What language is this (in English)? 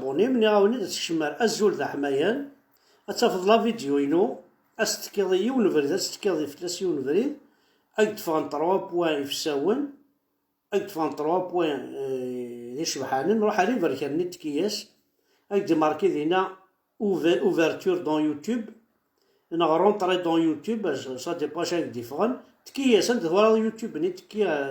Kabyle